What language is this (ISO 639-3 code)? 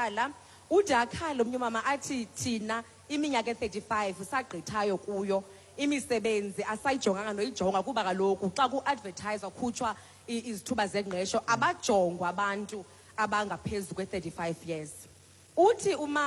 xho